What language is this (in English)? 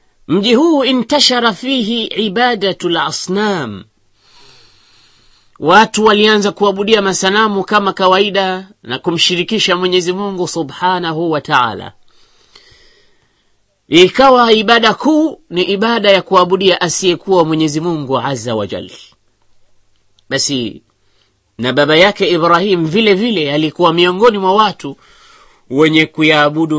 Swahili